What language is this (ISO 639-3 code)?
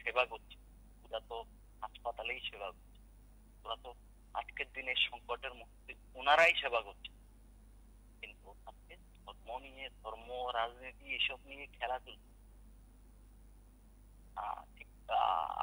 ben